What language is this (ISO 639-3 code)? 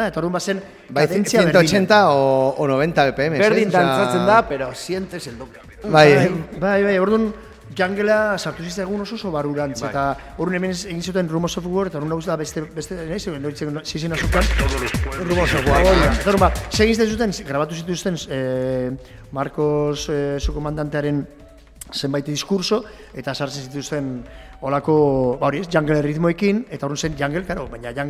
eus